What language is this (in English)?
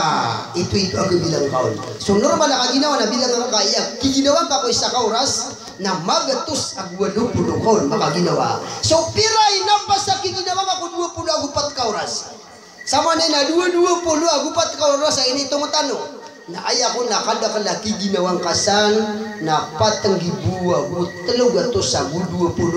Maranao